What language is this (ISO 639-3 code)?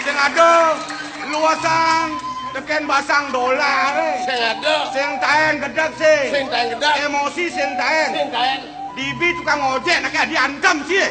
ban